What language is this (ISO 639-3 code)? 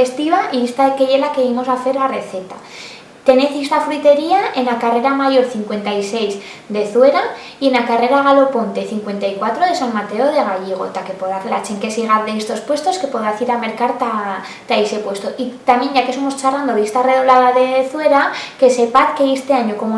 arg